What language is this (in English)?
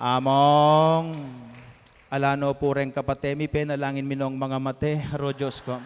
Pampanga